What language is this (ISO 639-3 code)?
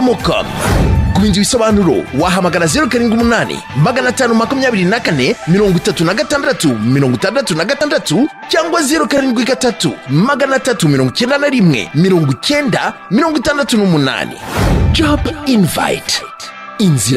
kin